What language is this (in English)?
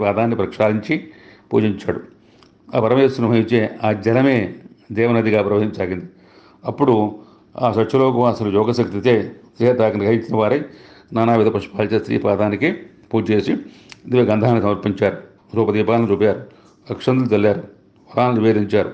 Telugu